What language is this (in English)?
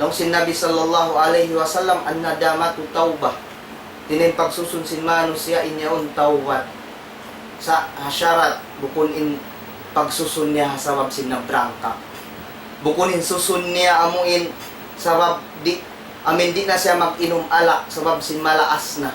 Tausug